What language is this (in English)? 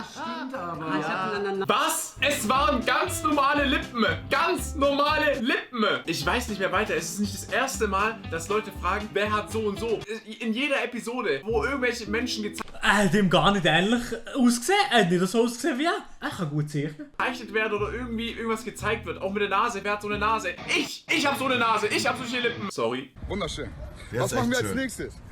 Swiss German